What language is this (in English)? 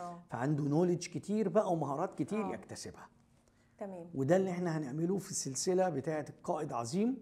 Egyptian Arabic